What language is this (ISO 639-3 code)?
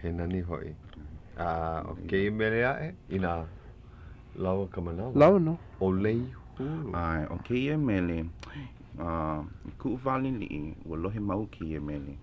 haw